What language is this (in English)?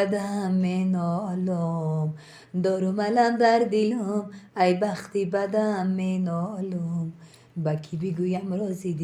Tajik